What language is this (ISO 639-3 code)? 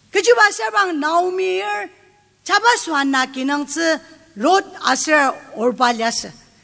njo